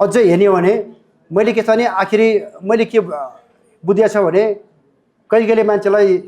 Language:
Nepali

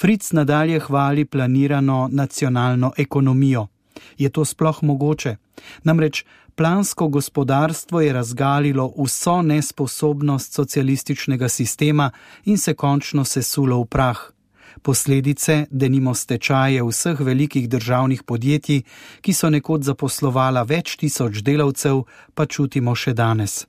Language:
Slovenian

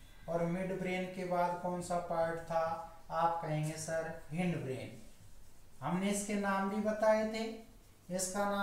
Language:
Hindi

